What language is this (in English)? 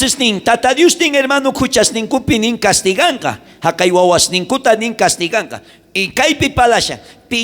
South Bolivian Quechua